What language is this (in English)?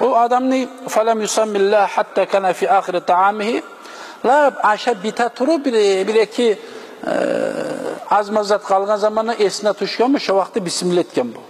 Kumyk